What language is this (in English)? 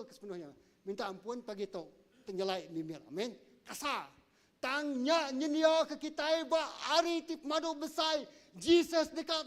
Iban